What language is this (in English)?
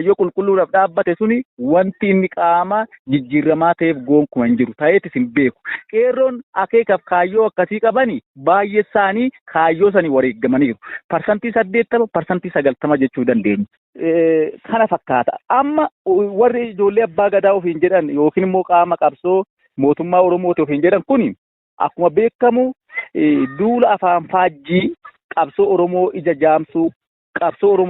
Oromo